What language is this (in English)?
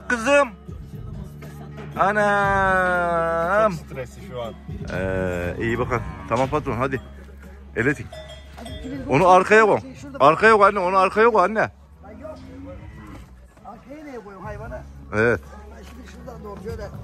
Turkish